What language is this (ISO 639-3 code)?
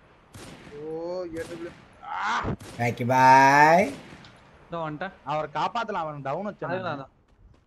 tam